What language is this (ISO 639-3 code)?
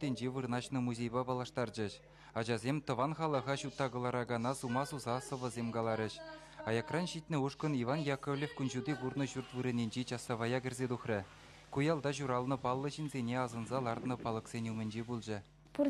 chv